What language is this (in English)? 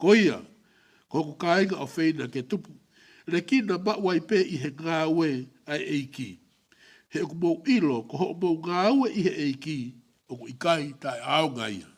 Tongan